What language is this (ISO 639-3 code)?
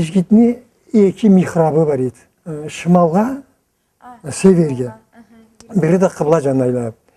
krc